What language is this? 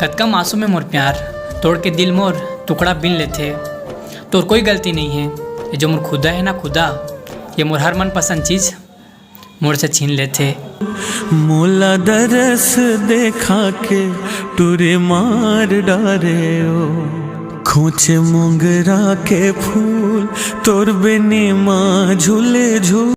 Chhattisgarhi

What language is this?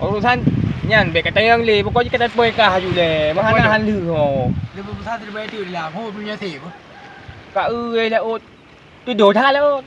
Achinese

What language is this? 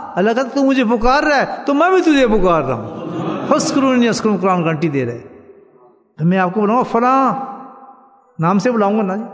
Urdu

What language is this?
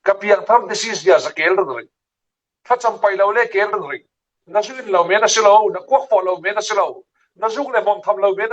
Falam Chin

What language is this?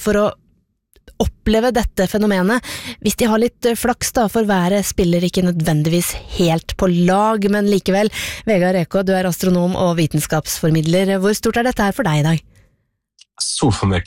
Norwegian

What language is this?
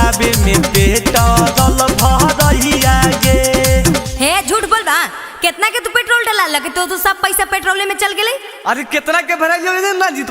Magahi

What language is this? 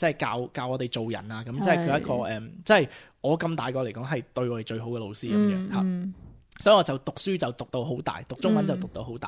Cantonese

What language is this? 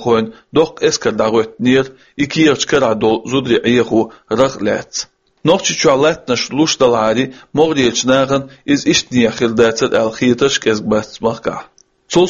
Chechen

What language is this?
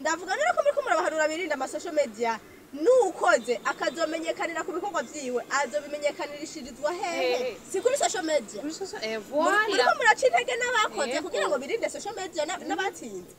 Rundi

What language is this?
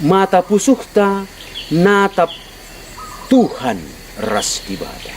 Batak Karo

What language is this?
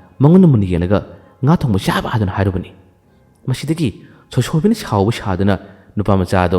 Manipuri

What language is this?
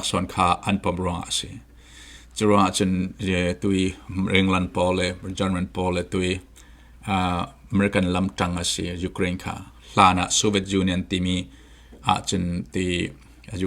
Falam Chin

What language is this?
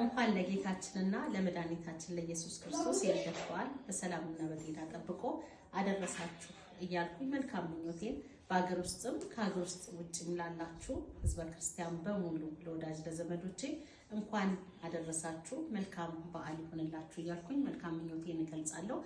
Amharic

